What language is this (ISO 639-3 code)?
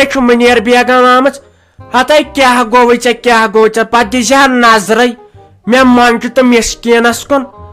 kas